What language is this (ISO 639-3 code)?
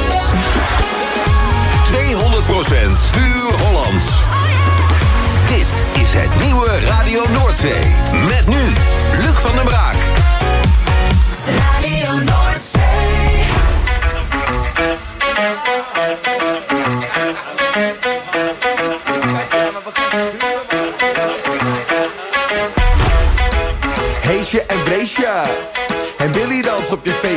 nld